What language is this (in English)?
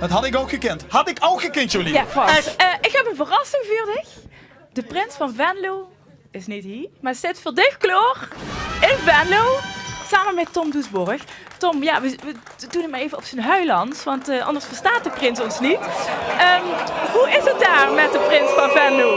Limburgish